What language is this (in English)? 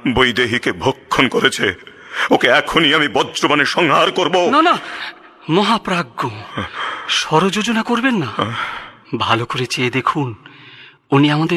Bangla